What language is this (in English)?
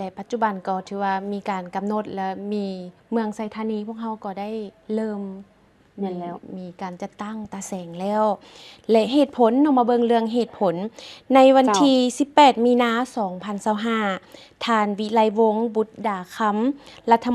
Lao